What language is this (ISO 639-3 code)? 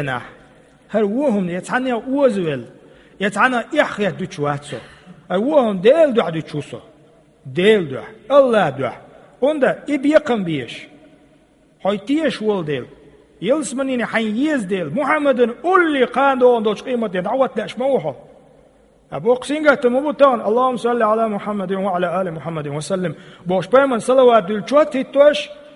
che